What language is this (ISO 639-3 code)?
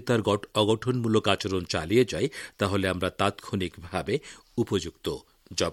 ben